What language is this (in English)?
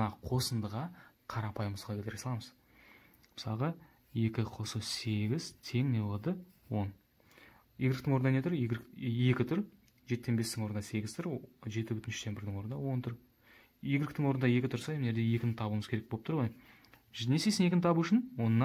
Kazakh